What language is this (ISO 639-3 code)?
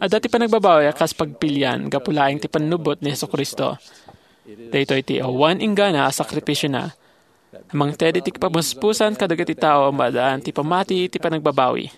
ilo